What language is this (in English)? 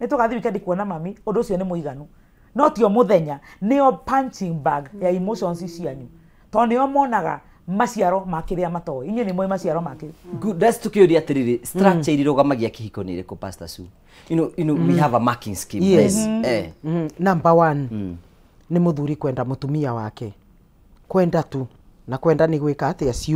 Kikuyu